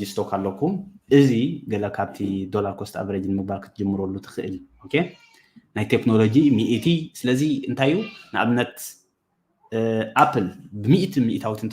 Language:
Tigrinya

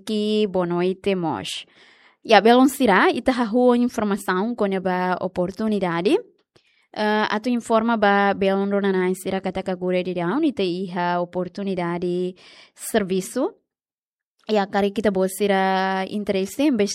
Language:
Tetum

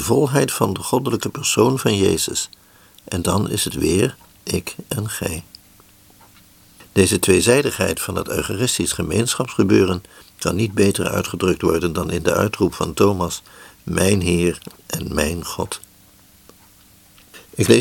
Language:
Dutch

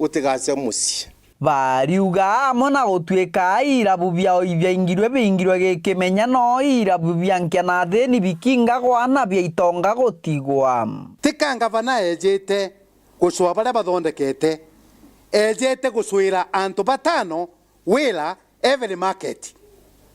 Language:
Meru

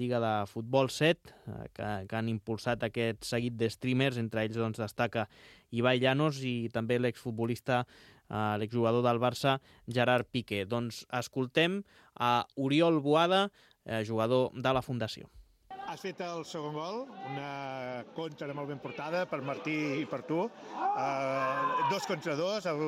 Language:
Catalan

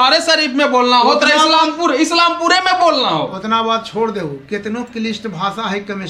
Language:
Magahi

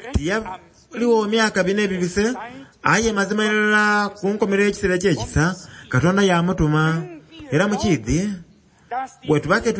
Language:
Soga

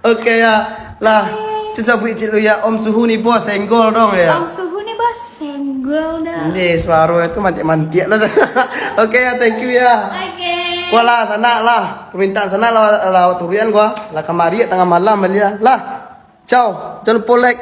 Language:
Minangkabau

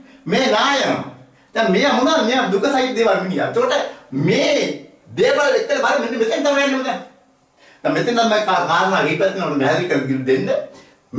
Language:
Sinhala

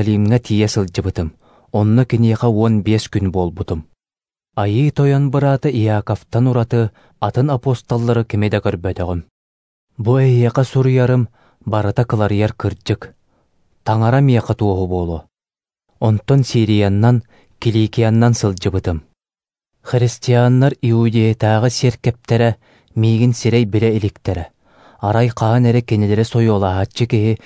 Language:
Yakut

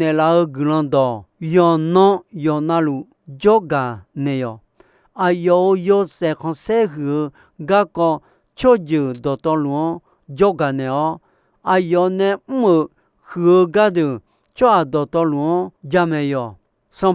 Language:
Akha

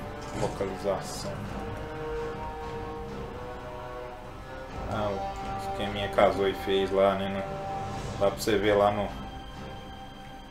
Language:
Portuguese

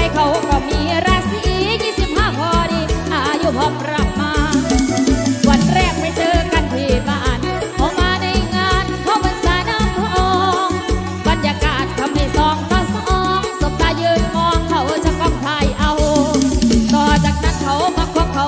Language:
Thai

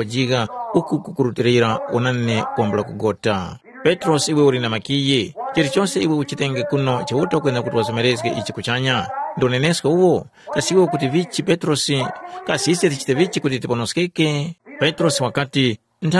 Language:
Tumbuka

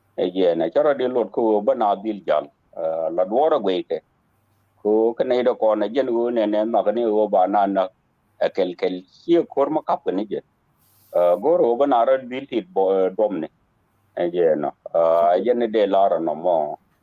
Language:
Nuer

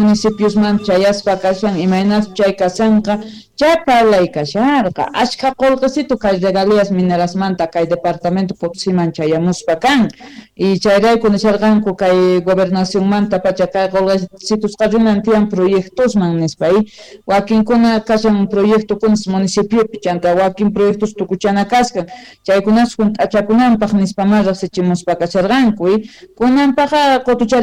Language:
South Bolivian Quechua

